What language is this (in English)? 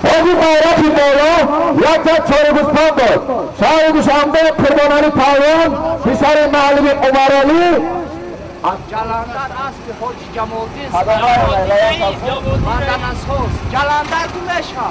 Tajik